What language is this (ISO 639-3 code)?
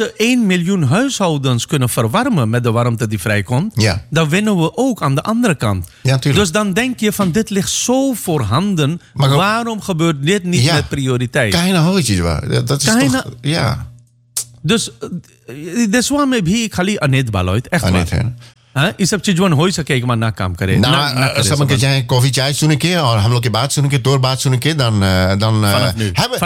nld